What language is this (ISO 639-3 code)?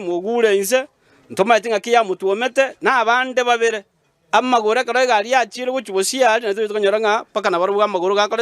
guz